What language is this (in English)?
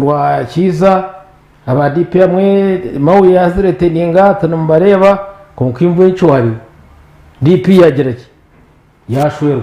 Nyankole